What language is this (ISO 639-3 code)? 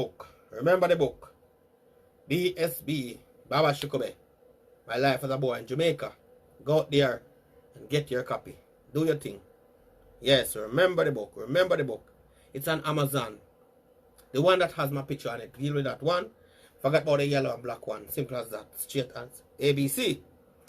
jam